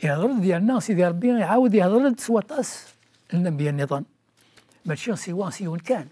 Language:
Kabyle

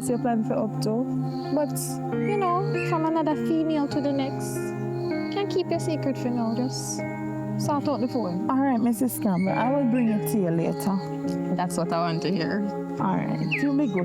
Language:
Jamaican Creole English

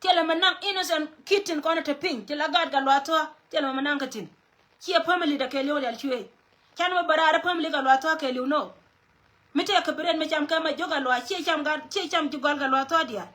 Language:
Nuer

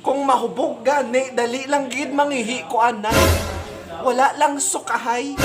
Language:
Hiligaynon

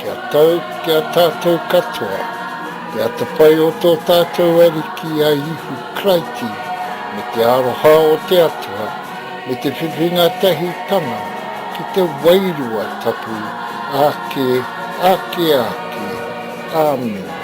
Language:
Māori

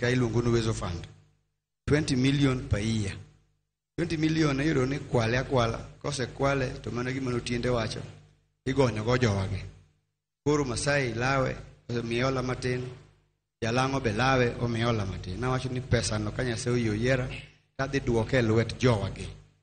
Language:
Luo (Kenya and Tanzania)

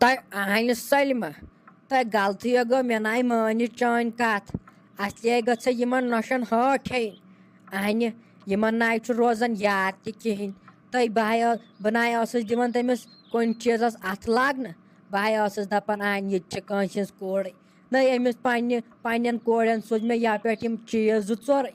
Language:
Kashmiri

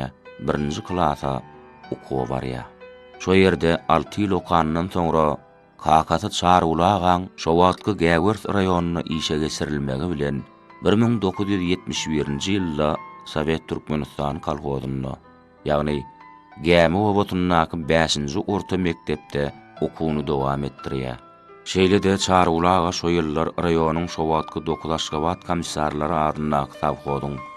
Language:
Turkmen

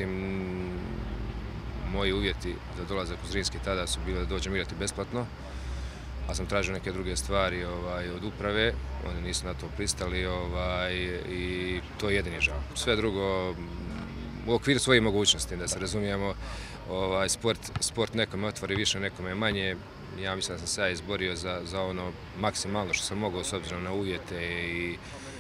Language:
Croatian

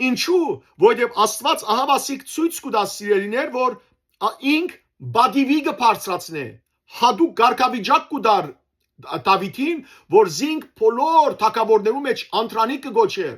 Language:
Western Armenian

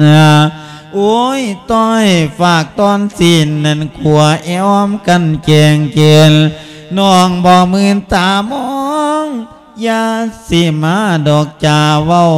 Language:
Lao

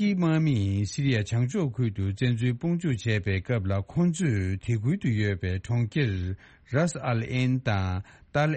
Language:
Tibetan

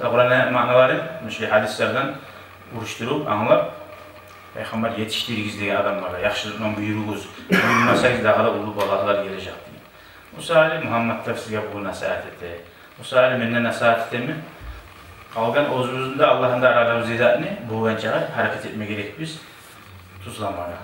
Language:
Kumyk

